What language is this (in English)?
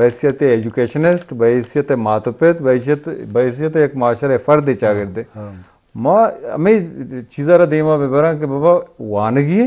Eastern Balochi